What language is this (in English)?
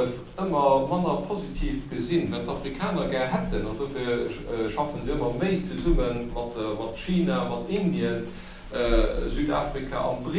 Luxembourgish